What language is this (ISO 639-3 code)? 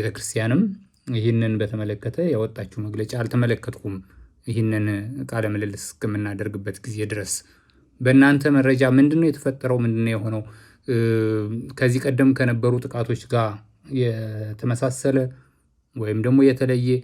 amh